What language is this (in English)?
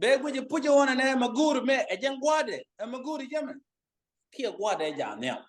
Nuer